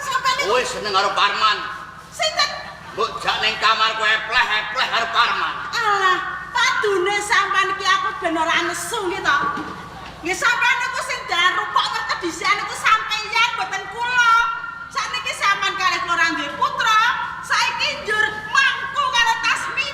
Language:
Javanese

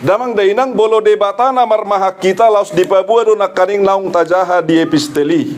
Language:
Batak Toba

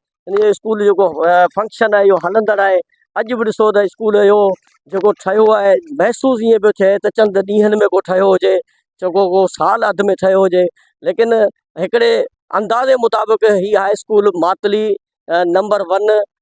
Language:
Sindhi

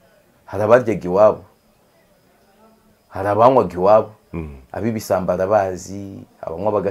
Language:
Kinyarwanda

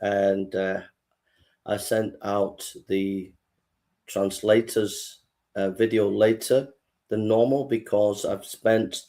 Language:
English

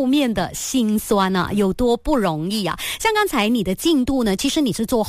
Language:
Chinese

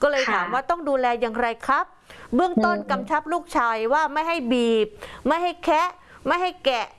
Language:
Thai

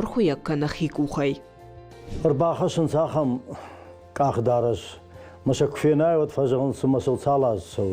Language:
Ossetic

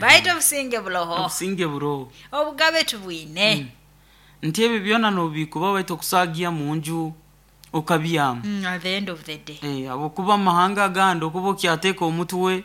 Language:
Nyoro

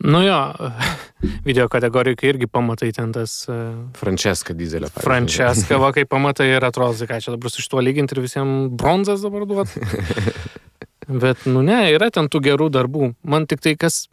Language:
Lithuanian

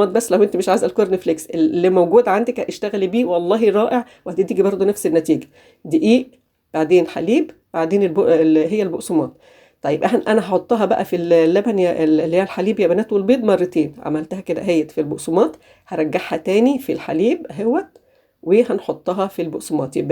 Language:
Egyptian Arabic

